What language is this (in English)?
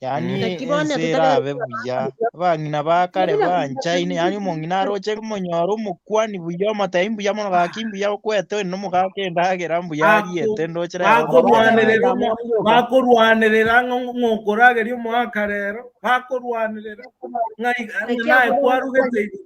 Gusii